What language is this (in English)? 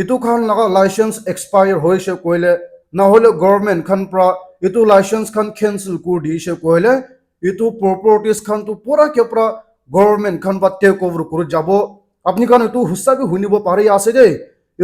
Naga Pidgin